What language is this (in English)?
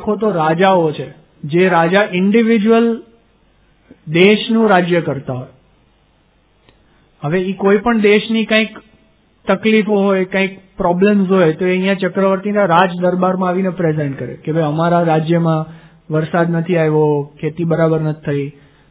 Gujarati